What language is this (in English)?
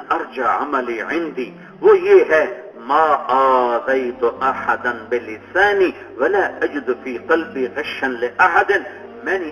Urdu